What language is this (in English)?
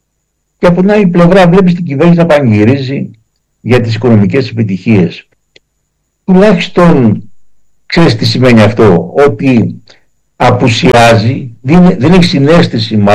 Greek